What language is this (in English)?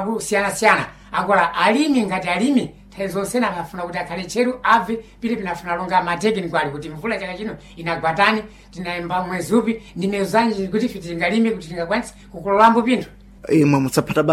Sena